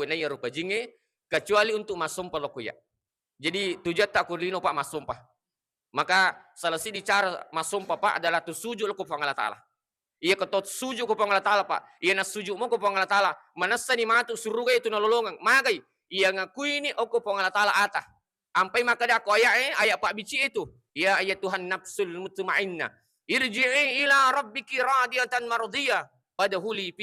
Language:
Buginese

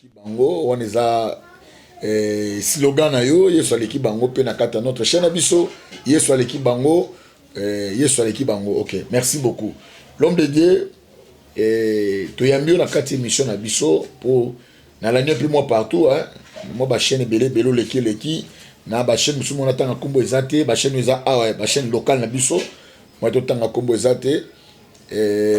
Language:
Lingala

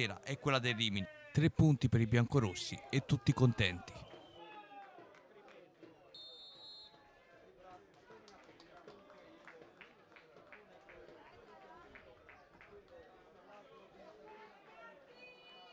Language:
Italian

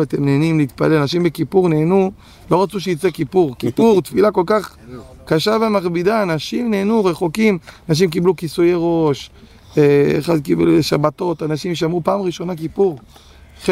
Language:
Hebrew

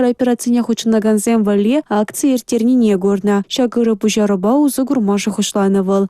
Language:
Chuvash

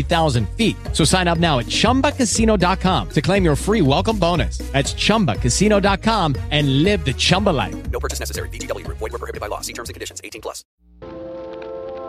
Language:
English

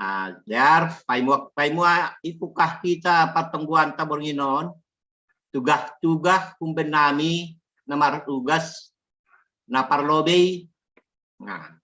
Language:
Batak Simalungun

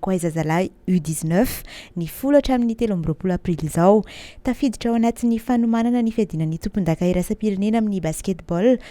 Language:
Malagasy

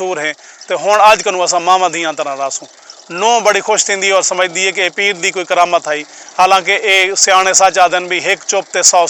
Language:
Saraiki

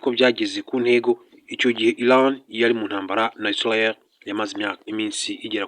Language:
Kinyarwanda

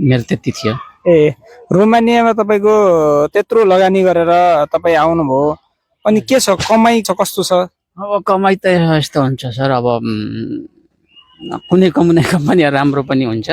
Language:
Nepali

